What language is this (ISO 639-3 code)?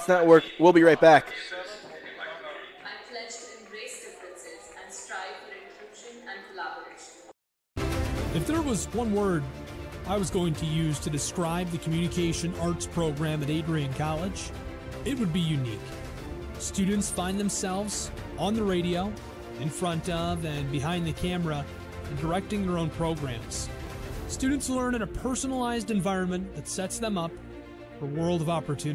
eng